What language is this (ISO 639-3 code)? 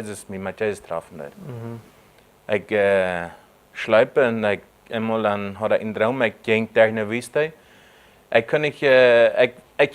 pdt